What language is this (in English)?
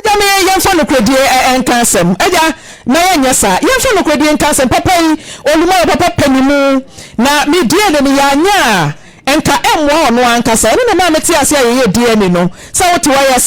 Akan